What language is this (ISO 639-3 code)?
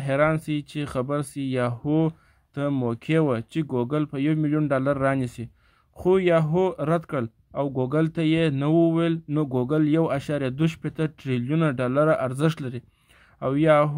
pus